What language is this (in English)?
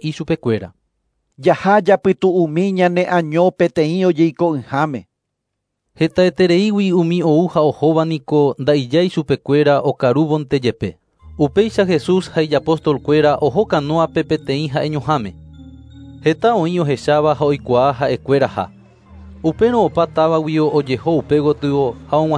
Guarani